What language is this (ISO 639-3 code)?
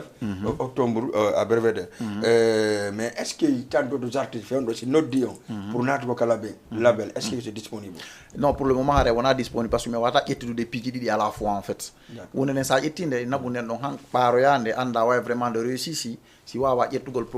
ful